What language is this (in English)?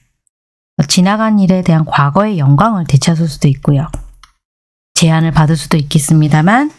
Korean